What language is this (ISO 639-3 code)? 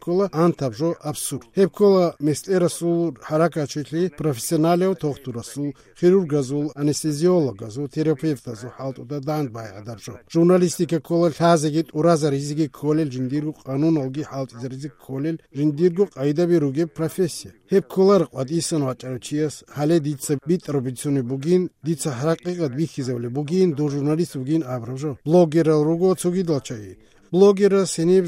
ava